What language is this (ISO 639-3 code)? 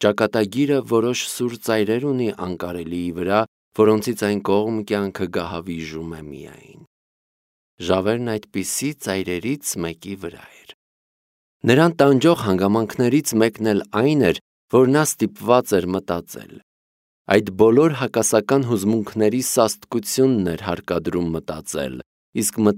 hye